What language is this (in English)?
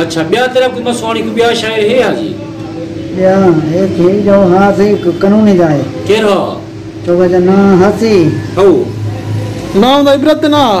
Saraiki